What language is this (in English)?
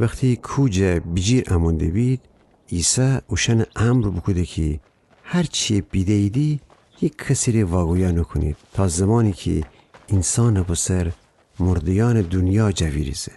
Gilaki